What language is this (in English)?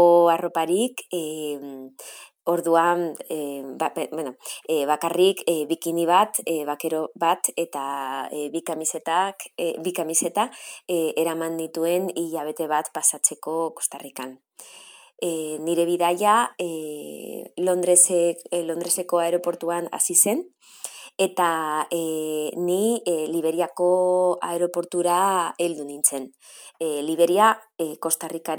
Basque